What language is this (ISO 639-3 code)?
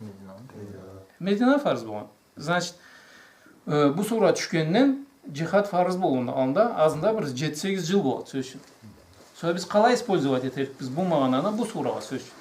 krc